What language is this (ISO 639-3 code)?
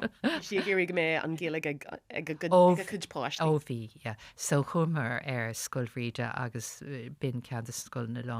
gle